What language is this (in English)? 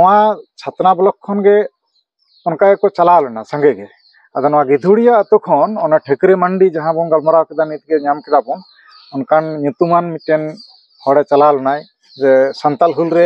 Santali